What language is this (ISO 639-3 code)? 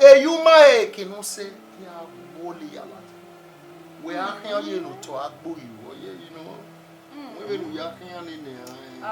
bin